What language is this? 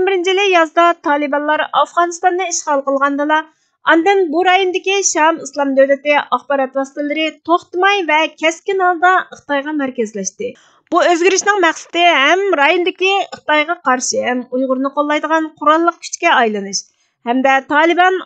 Uyghur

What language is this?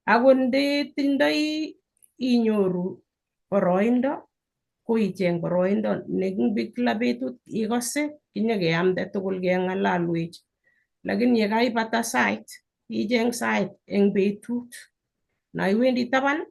Kalenjin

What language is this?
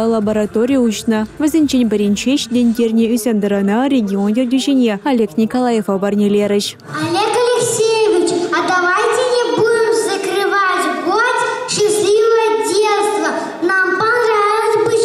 Chuvash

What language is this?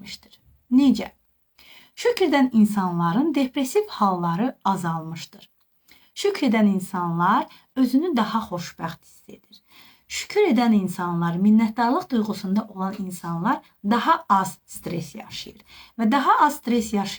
Azerbaijani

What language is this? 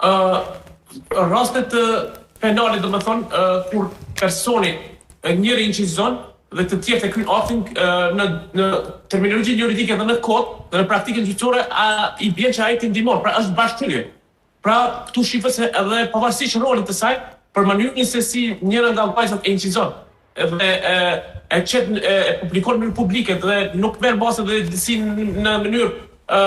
Albanian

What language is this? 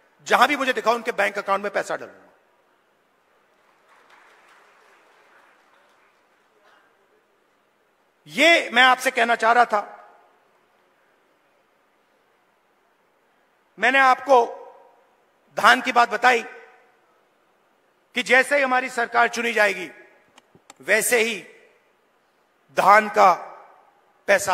Hindi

